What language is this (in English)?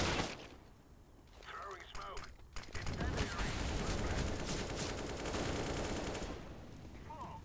Slovak